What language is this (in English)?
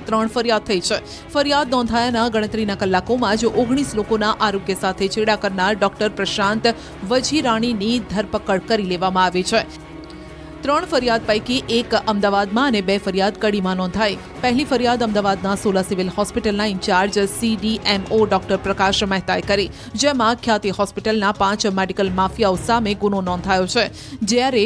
Gujarati